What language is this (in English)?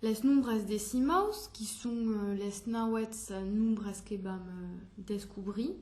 Occitan